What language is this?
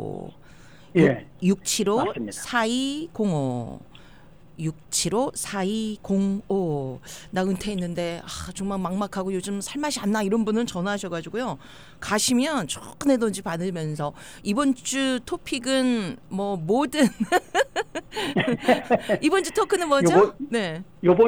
Korean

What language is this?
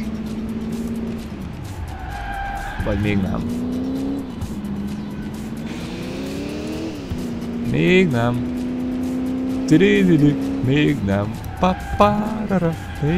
Hungarian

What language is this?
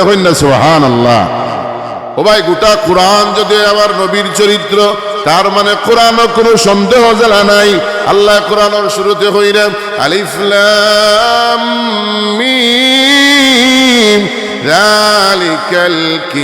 Sylheti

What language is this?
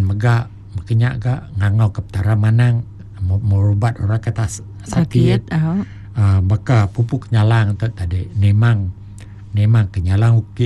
Iban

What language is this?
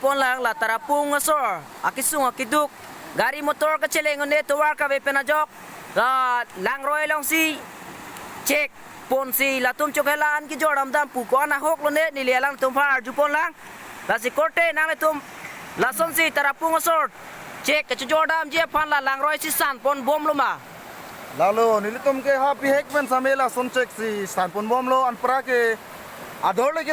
Karbi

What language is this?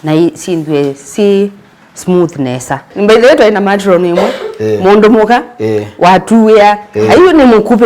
Kamba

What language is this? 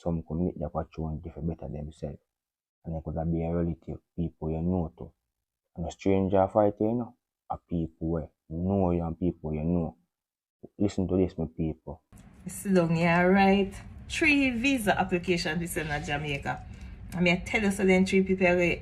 Jamaican Creole English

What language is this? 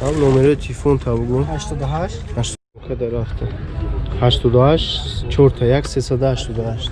Tajik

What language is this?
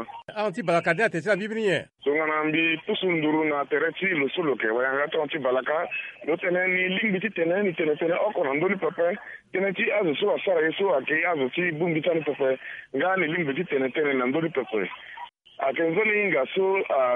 Sango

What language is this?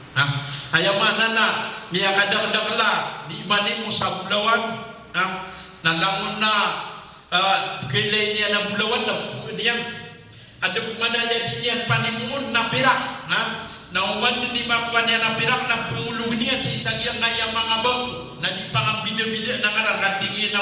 Maranao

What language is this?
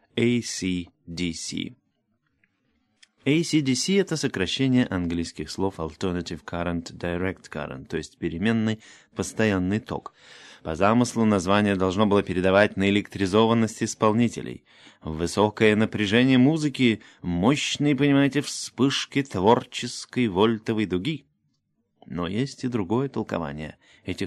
Russian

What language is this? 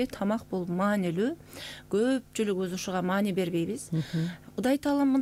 Kyrgyz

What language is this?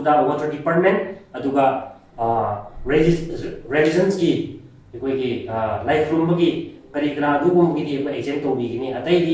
Manipuri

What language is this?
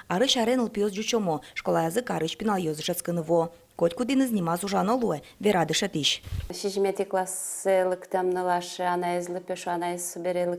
Udmurt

